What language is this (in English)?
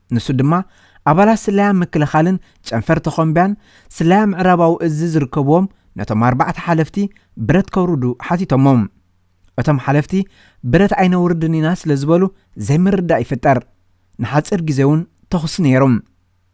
Tigrinya